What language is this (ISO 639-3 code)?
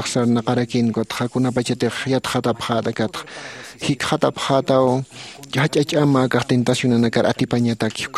aym